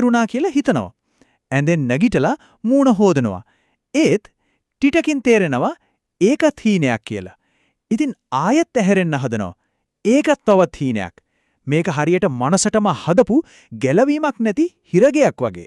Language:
Sinhala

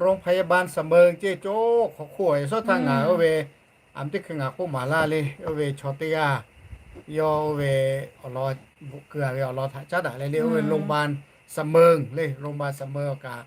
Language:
Lahu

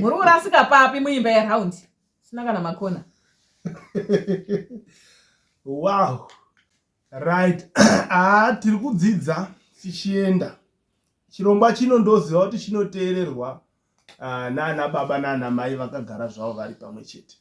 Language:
Shona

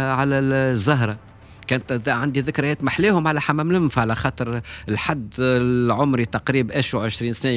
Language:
Tunisian Arabic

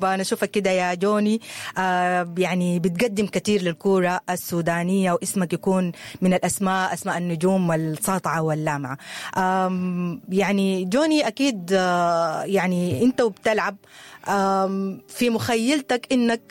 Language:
Sudanese Arabic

